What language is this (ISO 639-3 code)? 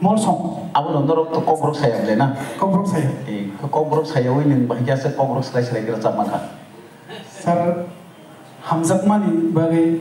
trp